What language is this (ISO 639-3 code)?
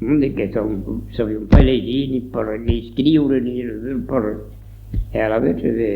oci